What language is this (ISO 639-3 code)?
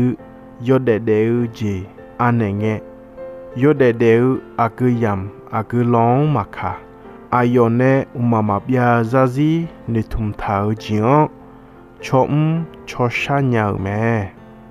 ahk